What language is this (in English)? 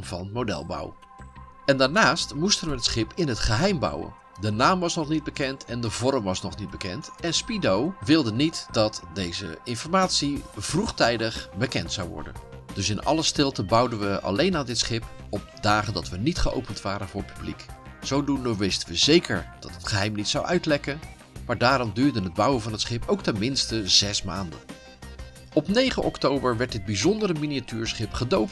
Dutch